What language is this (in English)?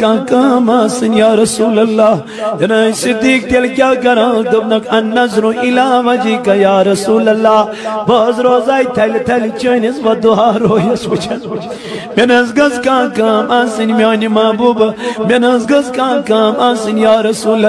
Kashmiri